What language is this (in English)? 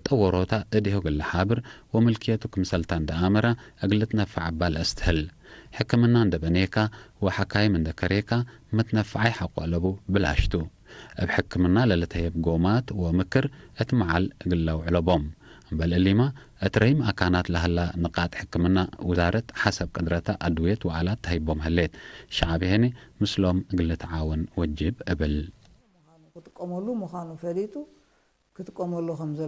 Tigre